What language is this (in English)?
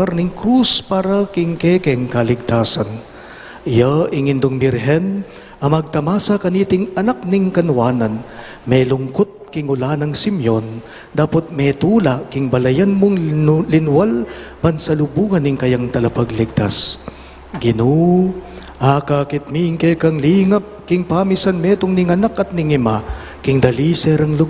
Pampanga